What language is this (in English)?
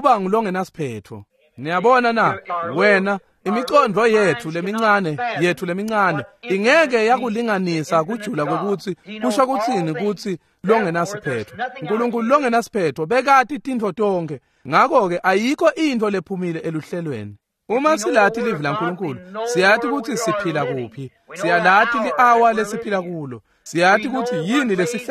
Swati